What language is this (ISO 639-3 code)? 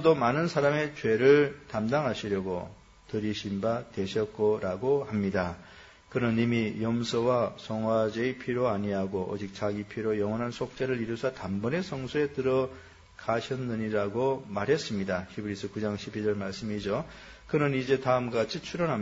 kor